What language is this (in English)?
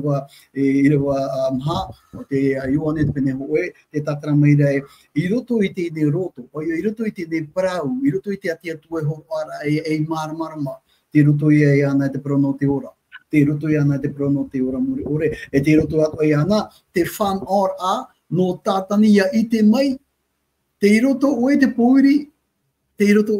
Tahitian